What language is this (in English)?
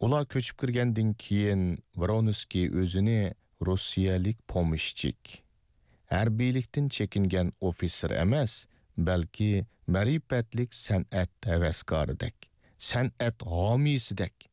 Uyghur